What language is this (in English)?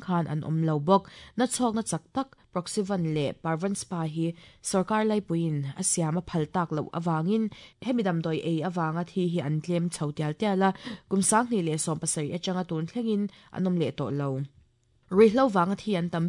Mizo